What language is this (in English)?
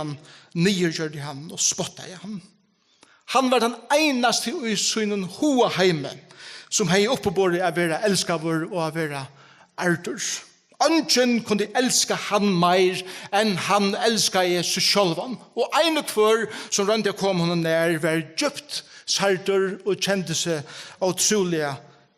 Faroese